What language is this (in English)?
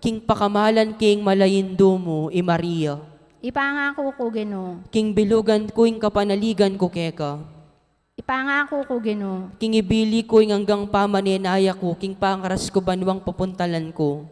Pampanga